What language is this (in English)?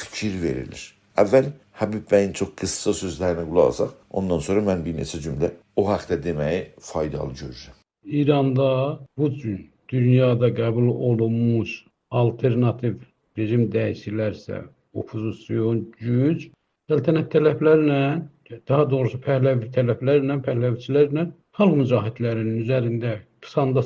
South Azerbaijani